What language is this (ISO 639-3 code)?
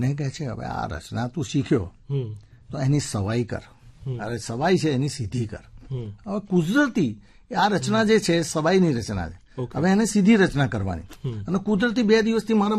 guj